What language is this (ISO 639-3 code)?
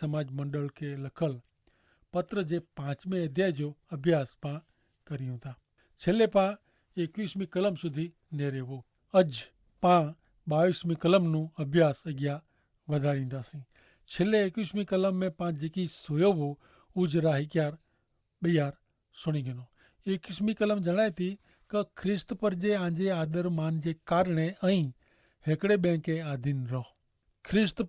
kfr